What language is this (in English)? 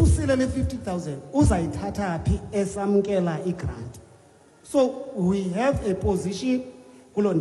Xhosa